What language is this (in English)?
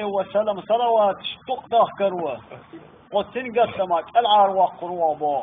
Chechen